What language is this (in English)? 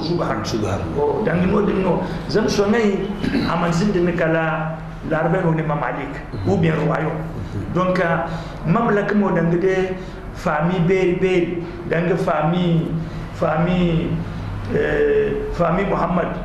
Zarma